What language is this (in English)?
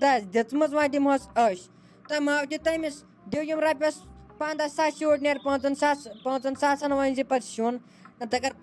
Kashmiri